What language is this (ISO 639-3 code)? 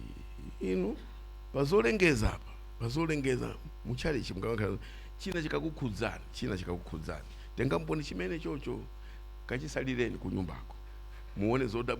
nya